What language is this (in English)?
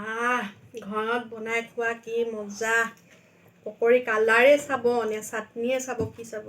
Assamese